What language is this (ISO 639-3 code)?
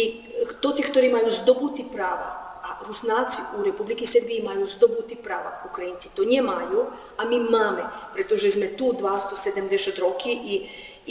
rue